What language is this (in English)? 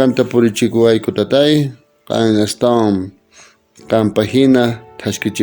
South Bolivian Quechua